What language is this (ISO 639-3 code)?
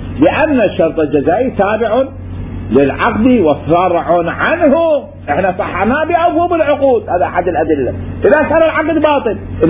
acm